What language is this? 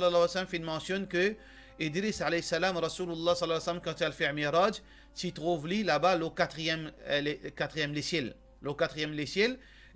Morisyen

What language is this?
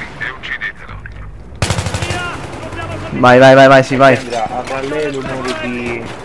Italian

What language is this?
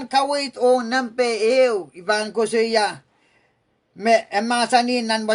Pohnpeian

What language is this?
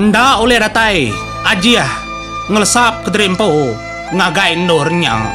Iban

